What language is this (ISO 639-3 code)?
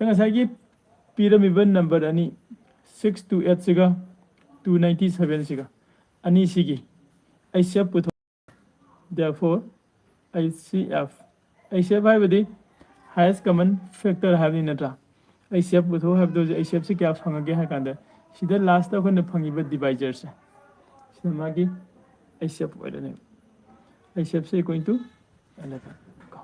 mni